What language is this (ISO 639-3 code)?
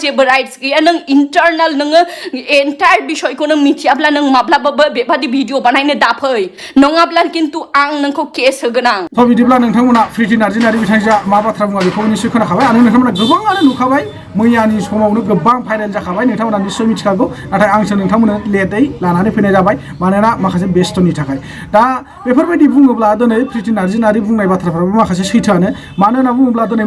brx